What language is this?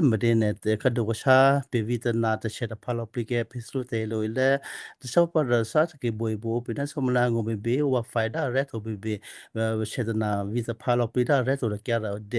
Western Kayah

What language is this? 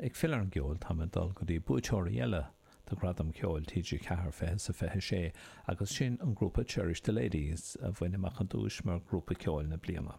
Irish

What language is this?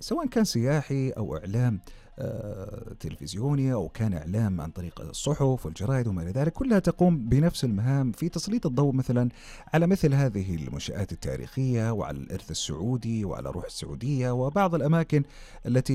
Arabic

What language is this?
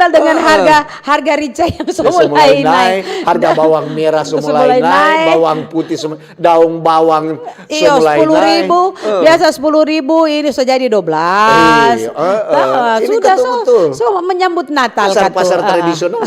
Manado Malay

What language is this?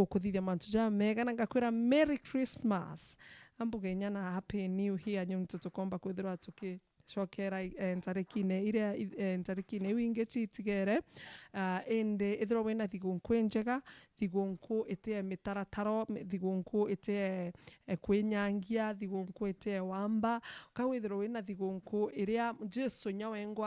Meru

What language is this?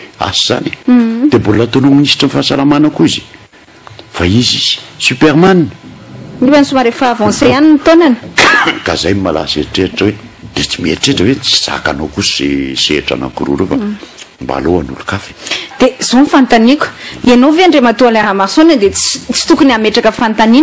Malagasy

